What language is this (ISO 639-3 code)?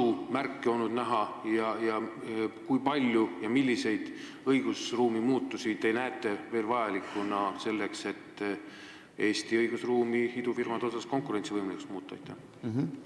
est